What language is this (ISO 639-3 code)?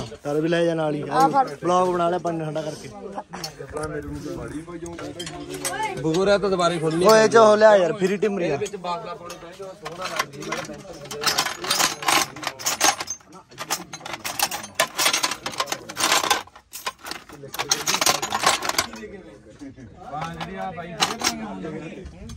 pan